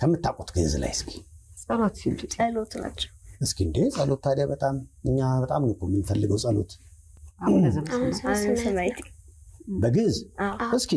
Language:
Amharic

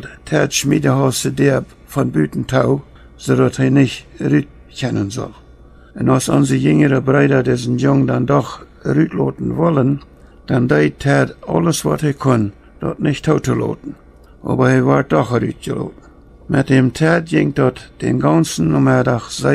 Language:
Plautdietsch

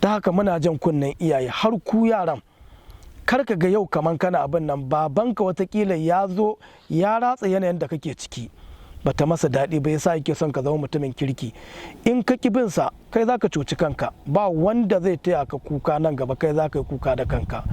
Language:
Hausa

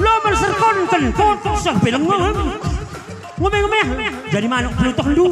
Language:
Batak Karo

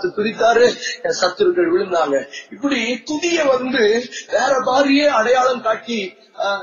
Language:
Tamil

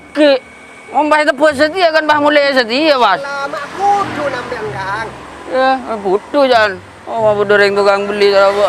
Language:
Madurese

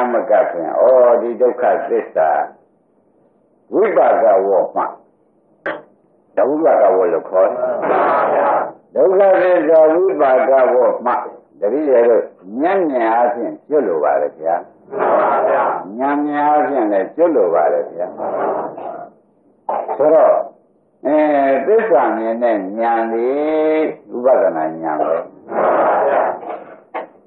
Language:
Burmese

